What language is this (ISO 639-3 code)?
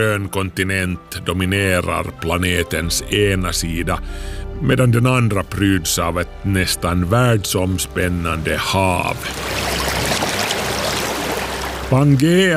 swe